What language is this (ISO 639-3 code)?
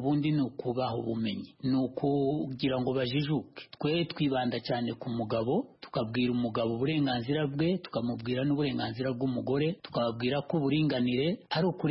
kin